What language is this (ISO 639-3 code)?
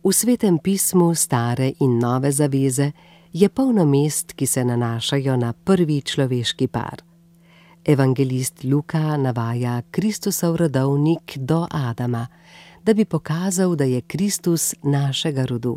slv